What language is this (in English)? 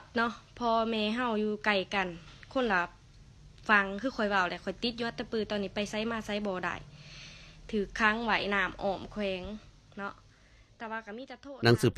Lao